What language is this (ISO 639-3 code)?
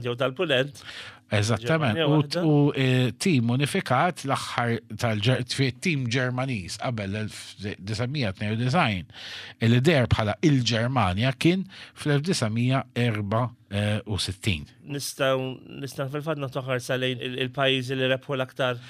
mlt